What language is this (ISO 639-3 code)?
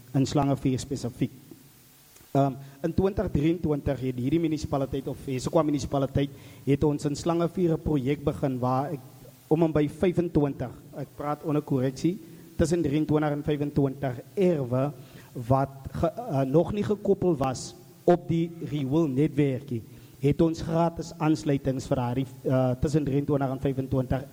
afr